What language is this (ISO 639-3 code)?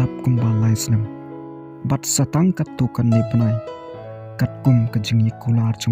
kha